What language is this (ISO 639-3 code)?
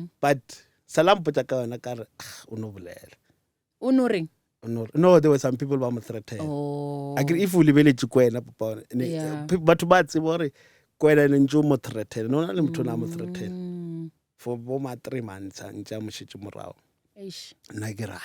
nso